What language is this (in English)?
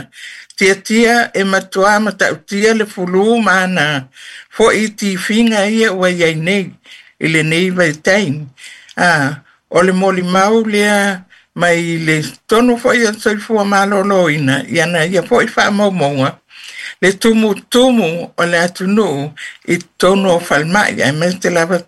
Samoan